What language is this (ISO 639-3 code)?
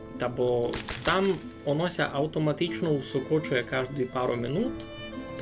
rue